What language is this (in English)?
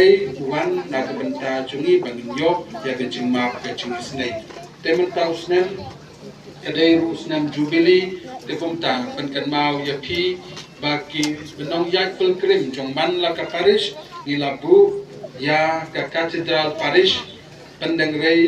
Khasi